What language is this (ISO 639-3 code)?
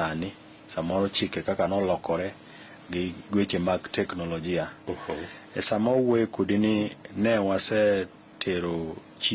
luo